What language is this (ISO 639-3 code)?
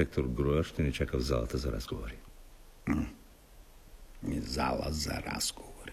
bul